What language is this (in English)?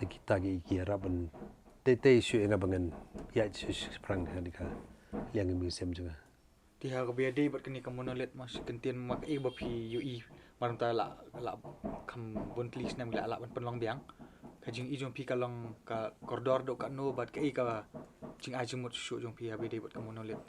Khasi